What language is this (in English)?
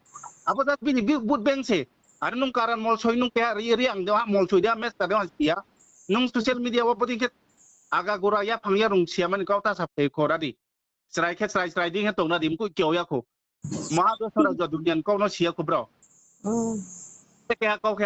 Riang (India)